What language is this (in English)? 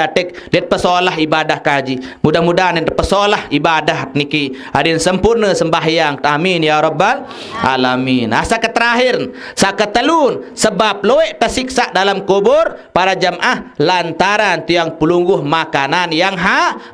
Sasak